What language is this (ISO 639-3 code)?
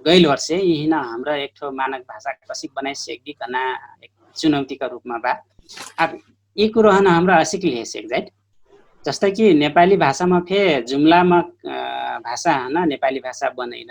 thl